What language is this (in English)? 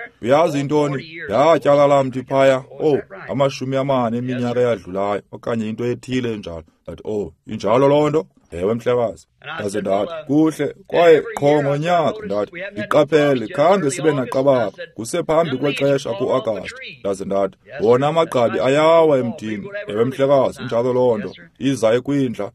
Xhosa